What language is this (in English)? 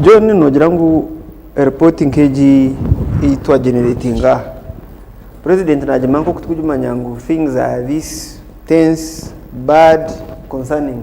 Nyankole